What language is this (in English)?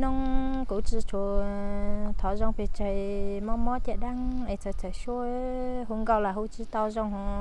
Hmong